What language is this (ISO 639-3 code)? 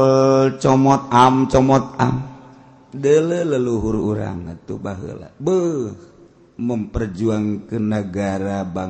sun